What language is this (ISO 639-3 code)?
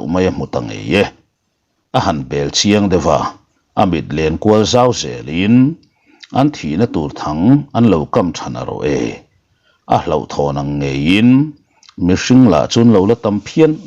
lus